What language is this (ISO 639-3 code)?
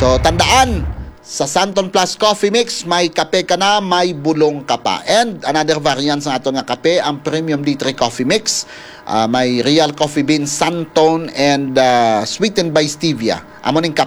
hil